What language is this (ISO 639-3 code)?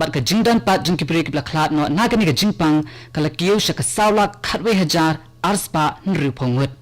kha